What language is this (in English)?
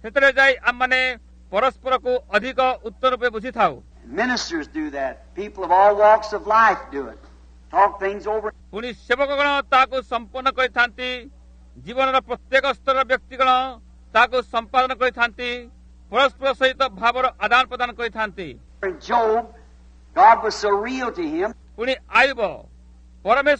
Odia